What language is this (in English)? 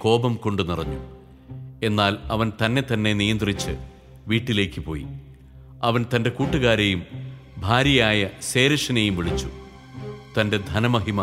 Malayalam